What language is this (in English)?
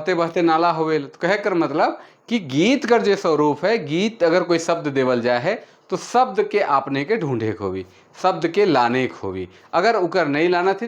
Sadri